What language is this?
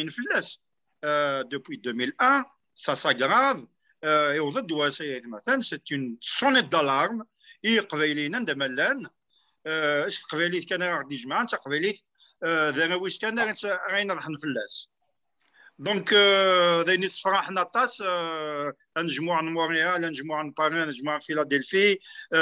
Kabyle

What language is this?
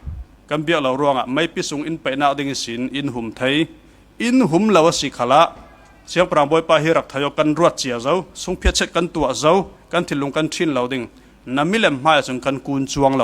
Falam Chin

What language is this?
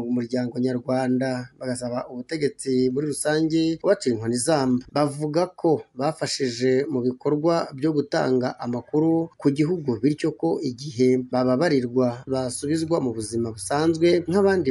Kinyarwanda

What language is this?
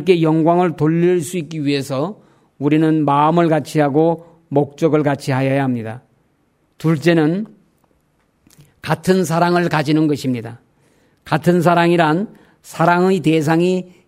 Korean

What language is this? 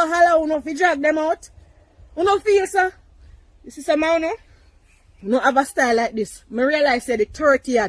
Jamaican Creole English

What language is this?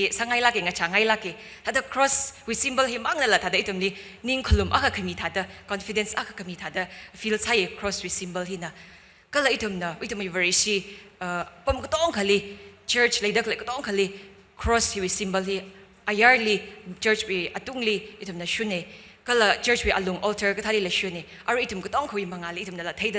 Tangkhul Naga (India)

